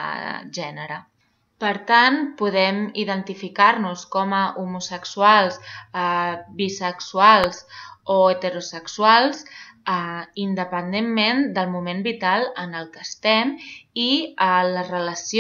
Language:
Catalan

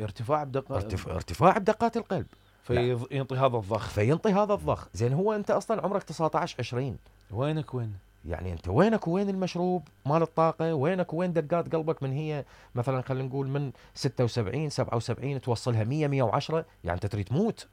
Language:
Mesopotamian Arabic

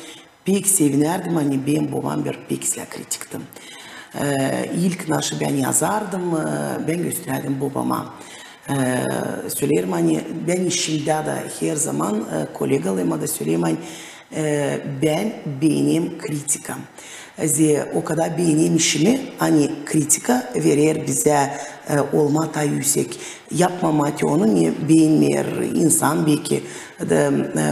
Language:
Gagauz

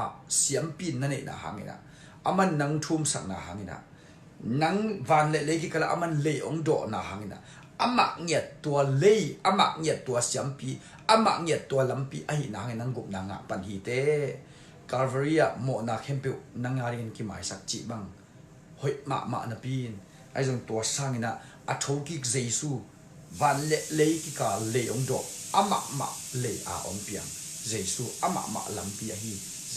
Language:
Tedim Chin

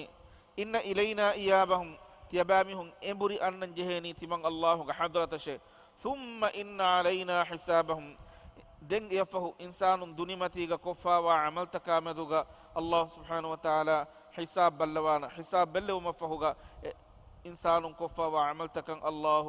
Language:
Divehi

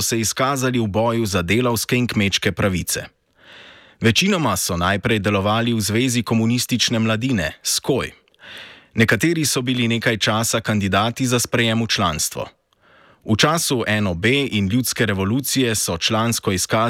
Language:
Slovenian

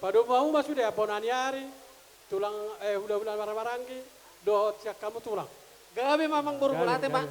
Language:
Batak Toba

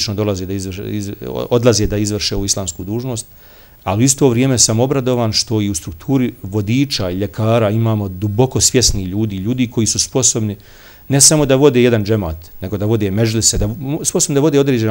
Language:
Bosnian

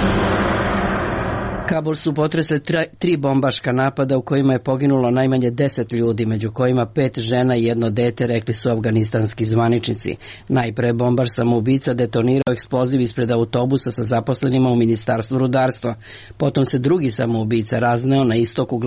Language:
Serbian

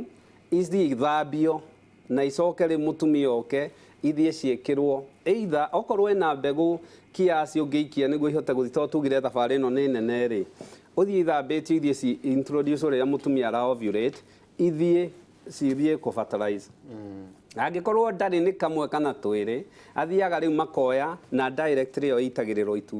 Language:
Kikuyu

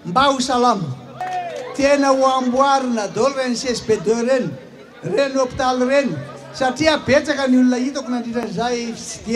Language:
Malagasy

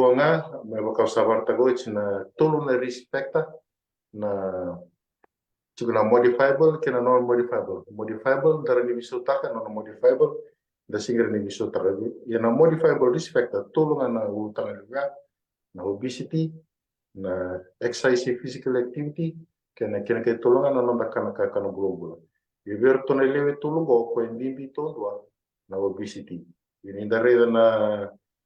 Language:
Fijian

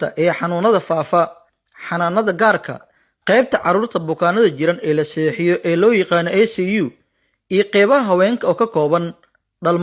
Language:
Somali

